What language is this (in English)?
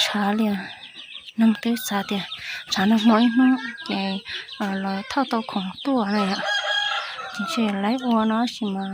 Hmong